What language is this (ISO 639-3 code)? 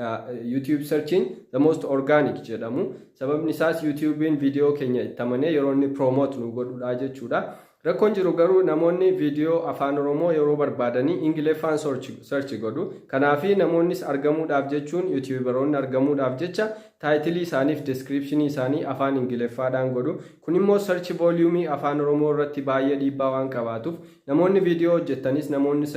orm